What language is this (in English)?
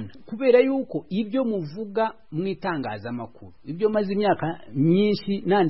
Kinyarwanda